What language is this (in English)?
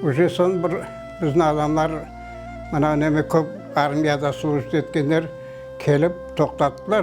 Crimean Tatar